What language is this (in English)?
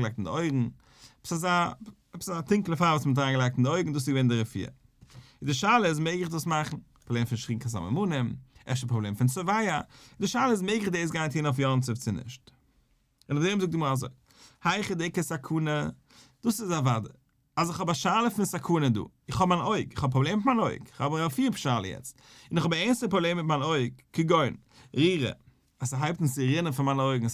Yiddish